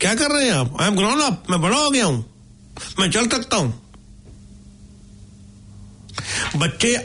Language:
Hindi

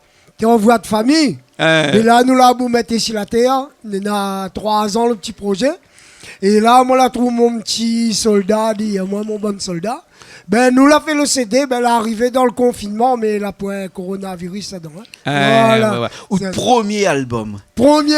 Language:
Réunion Creole French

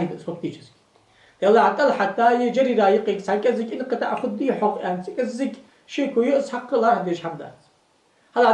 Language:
Ingush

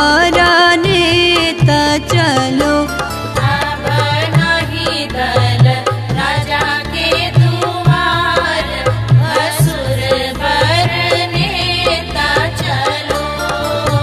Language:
Bhojpuri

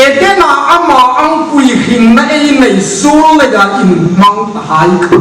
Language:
Hmar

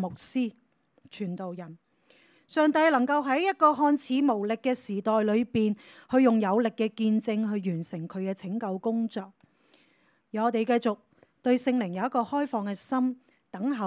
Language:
Cantonese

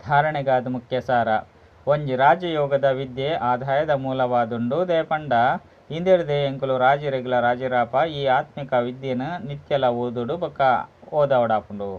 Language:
Tulu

